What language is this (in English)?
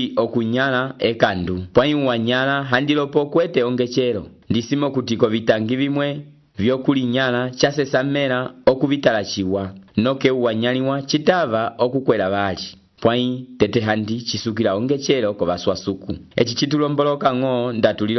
Umbundu